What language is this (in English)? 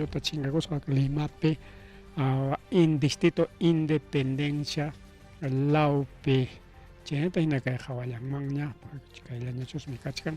Ayacucho Quechua